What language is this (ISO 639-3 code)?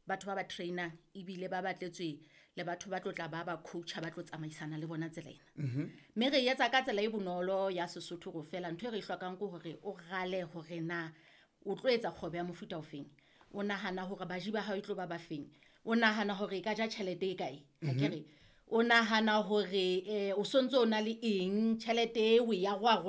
sot